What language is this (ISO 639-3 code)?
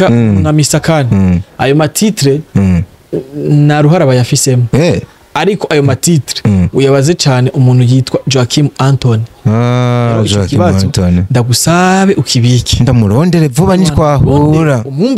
run